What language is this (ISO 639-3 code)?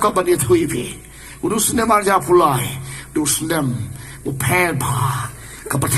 kha